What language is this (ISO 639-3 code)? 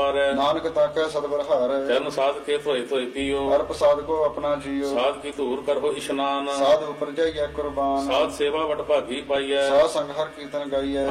pan